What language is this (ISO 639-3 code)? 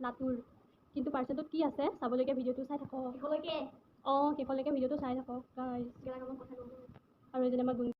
asm